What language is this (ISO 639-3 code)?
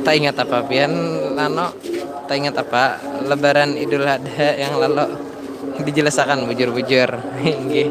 bjn